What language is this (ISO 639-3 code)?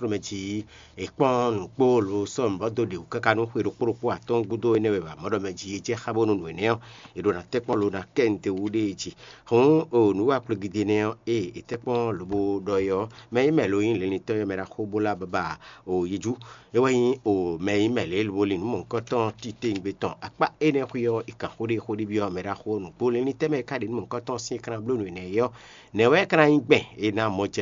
fon